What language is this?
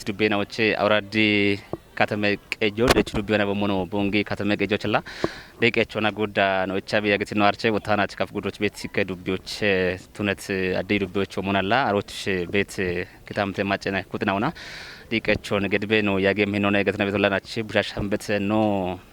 Kafa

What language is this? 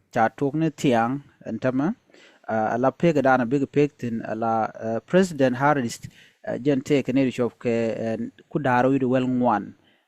Nuer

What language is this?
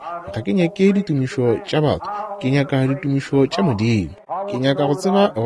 Northern Sotho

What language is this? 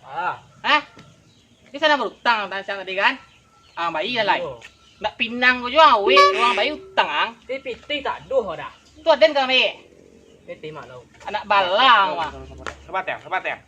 Minangkabau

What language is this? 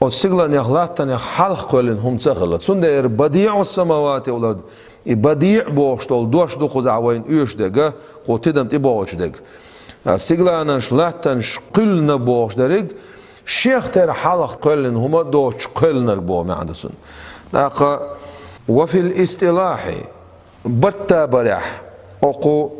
Chechen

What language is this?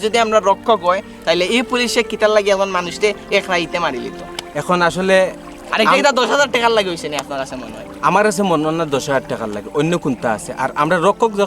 Sylheti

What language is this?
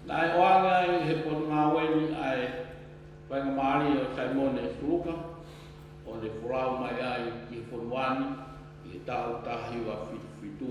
Tongan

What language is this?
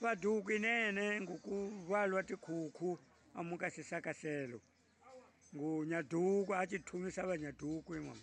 Tsonga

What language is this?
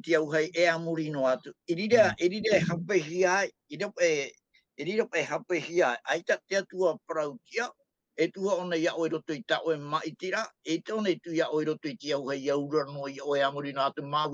Tahitian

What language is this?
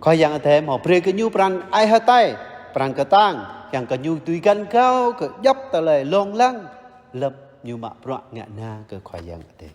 Jarai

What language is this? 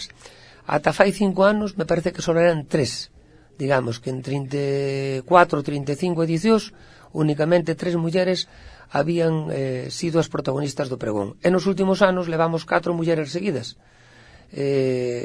Galician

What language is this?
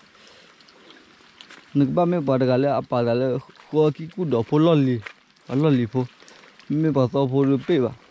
S'gaw Karen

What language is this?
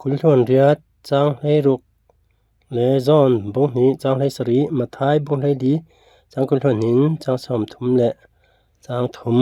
Falam Chin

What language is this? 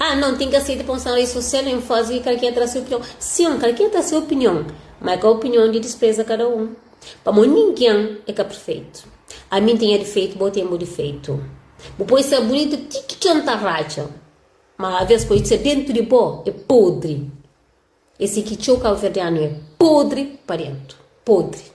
Kabuverdianu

